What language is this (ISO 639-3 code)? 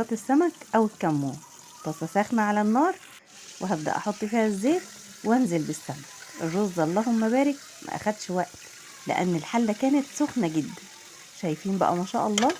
arz